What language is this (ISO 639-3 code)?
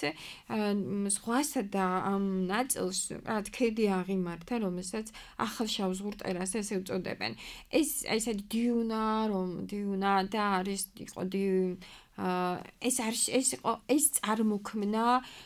kat